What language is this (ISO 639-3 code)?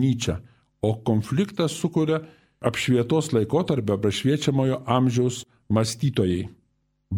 lit